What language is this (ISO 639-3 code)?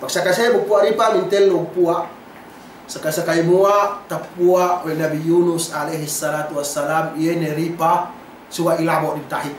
yka